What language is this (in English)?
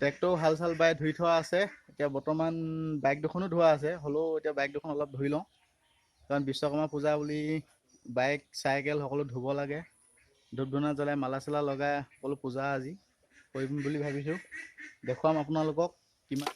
Assamese